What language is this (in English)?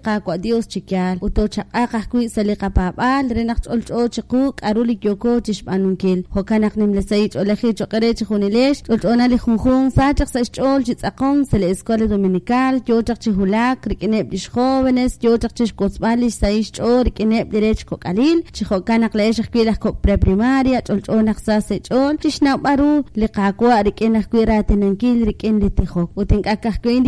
Kekchí